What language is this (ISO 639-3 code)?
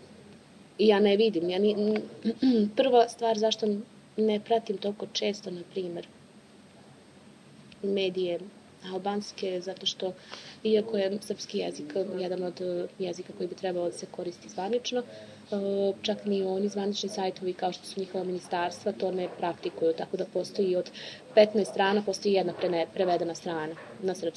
srp